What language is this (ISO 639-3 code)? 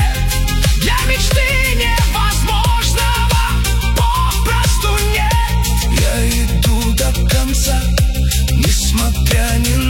rus